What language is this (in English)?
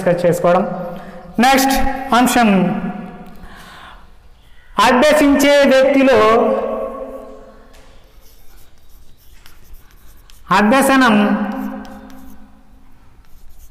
Telugu